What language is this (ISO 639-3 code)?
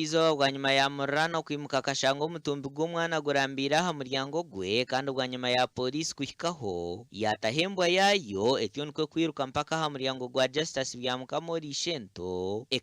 nyn